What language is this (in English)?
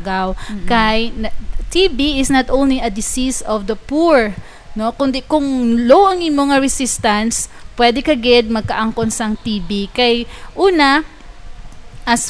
Hiligaynon